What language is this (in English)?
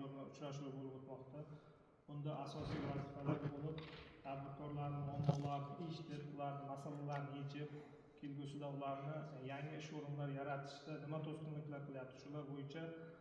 Uzbek